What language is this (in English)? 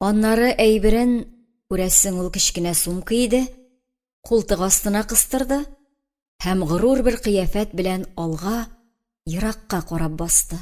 Tatar